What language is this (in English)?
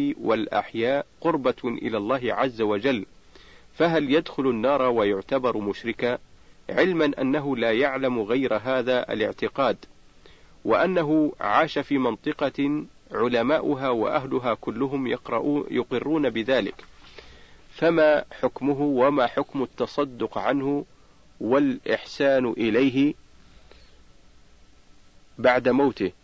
Arabic